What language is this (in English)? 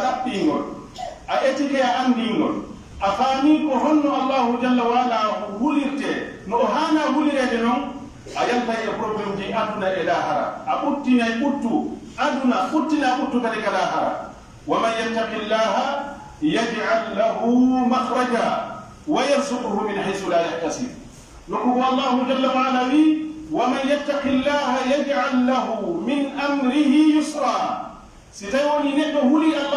Pular